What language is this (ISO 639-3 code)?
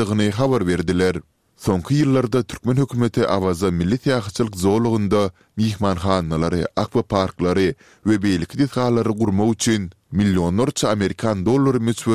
tuk